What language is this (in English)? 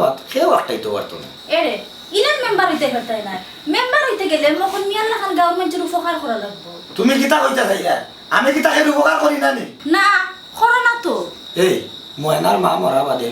Sylheti